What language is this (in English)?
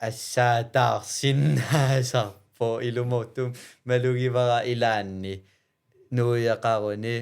Kalaallisut